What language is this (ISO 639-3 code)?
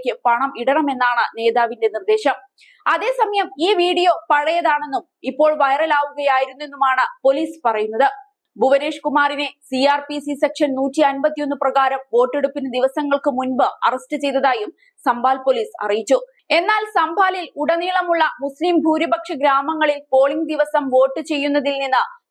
mal